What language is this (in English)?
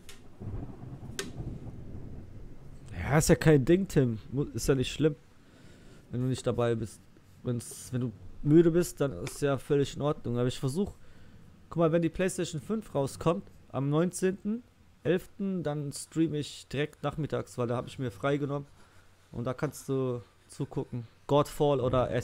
German